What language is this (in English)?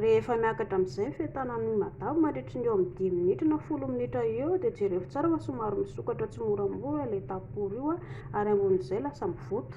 Malagasy